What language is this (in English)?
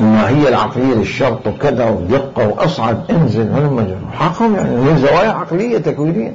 Mesopotamian Arabic